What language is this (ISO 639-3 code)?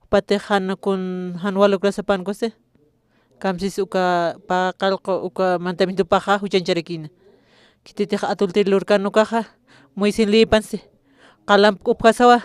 aym